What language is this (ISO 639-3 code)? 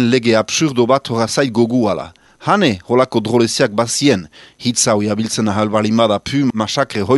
eus